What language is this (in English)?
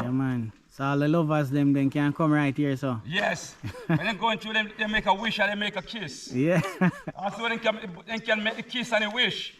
Jamaican Creole English